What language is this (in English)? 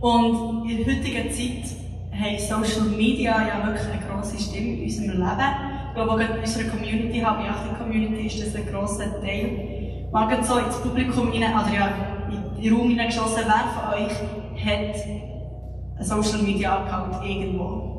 Swiss German